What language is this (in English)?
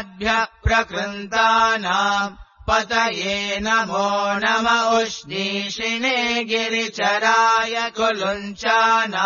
Sanskrit